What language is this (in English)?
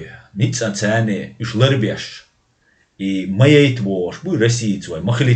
Chechen